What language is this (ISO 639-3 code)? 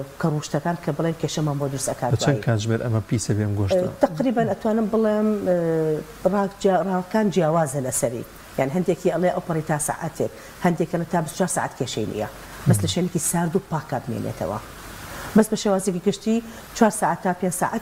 ckb